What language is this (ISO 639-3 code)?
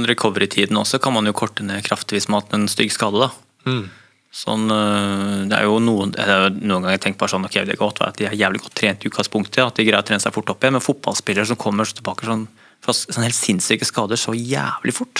nor